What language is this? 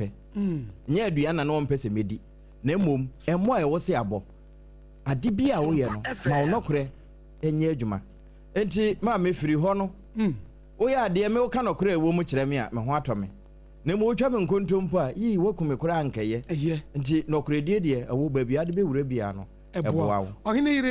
Akan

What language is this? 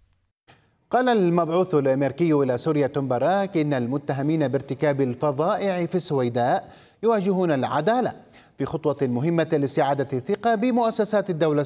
Arabic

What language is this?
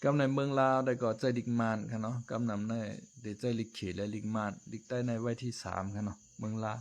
Shan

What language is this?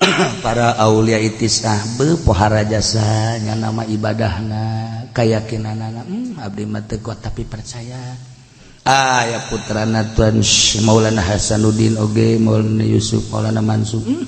Sundanese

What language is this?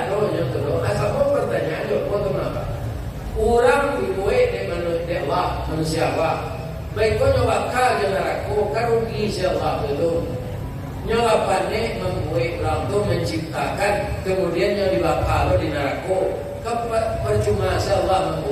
Minangkabau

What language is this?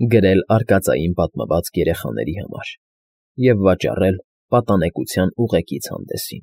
Armenian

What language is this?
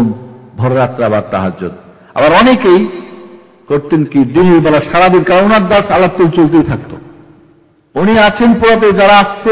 Bangla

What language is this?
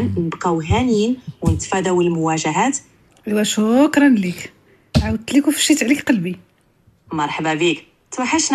Moroccan Arabic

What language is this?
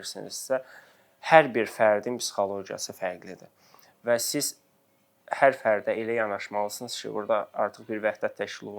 Azerbaijani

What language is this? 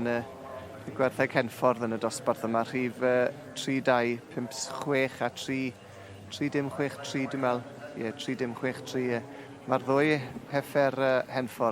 Welsh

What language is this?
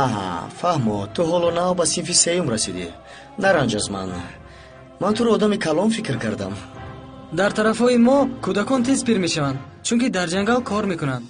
Tajik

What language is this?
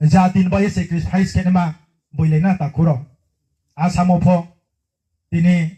Riang (India)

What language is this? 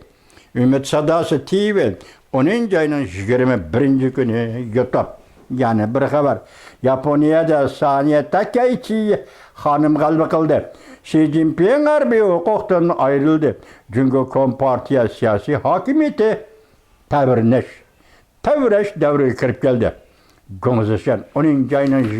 Uyghur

